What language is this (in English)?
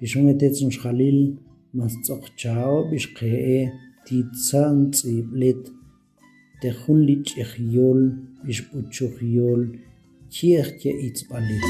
Tektiteko